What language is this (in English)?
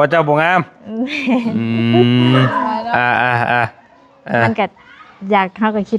Northeastern Thai